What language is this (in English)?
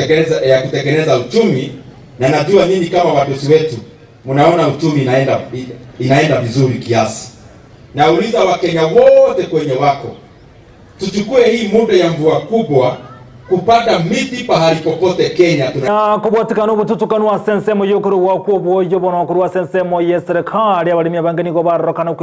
Gusii